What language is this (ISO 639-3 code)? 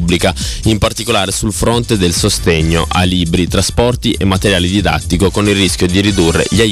ita